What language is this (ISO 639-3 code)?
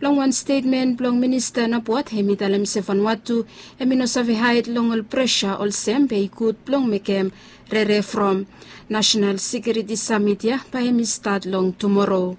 bis